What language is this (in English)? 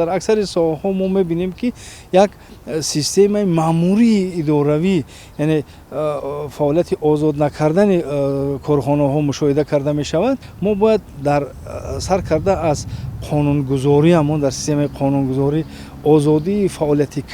Tajik